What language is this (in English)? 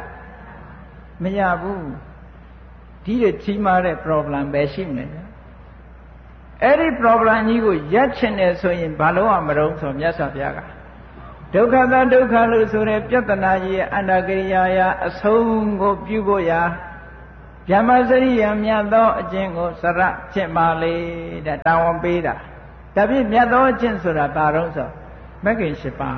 Burmese